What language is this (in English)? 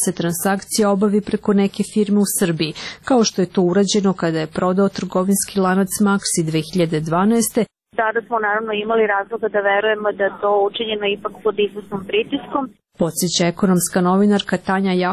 Serbian